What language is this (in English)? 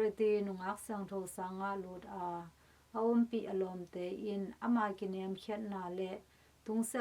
Tedim Chin